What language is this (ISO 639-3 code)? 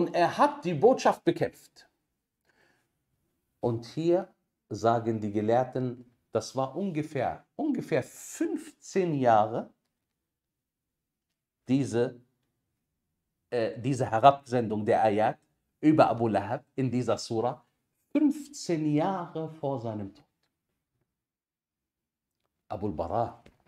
deu